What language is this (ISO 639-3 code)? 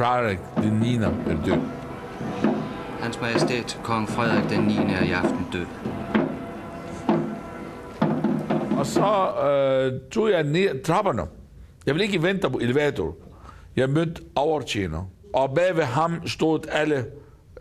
dan